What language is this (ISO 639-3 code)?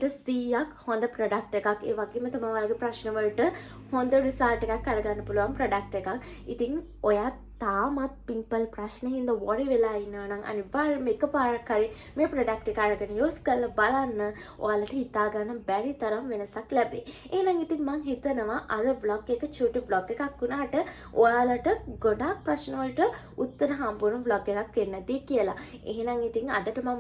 sin